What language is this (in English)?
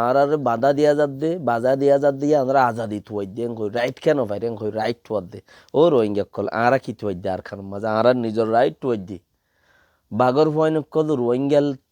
Rohingya